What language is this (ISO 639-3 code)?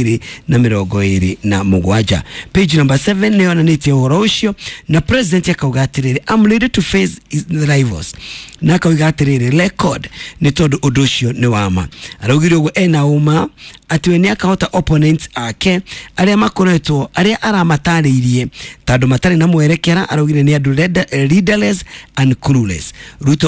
kik